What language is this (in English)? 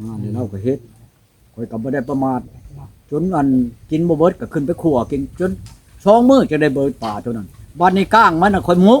Lao